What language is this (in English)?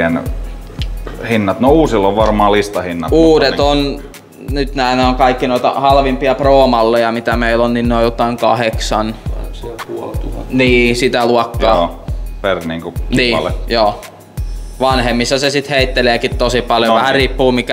Finnish